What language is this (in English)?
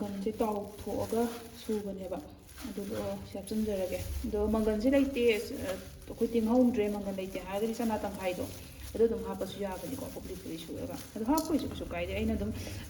Manipuri